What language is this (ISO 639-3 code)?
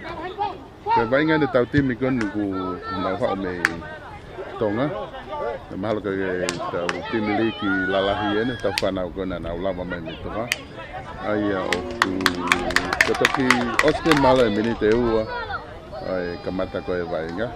ton